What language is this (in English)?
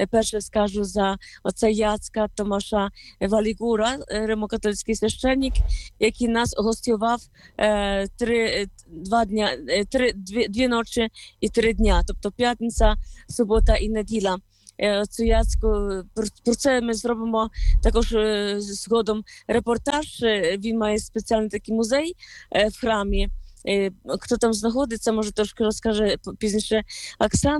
Ukrainian